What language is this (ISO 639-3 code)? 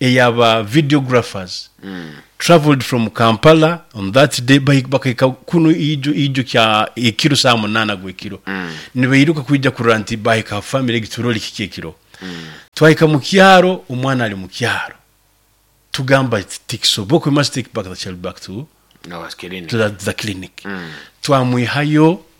nyo